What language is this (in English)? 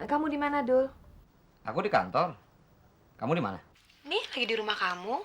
Betawi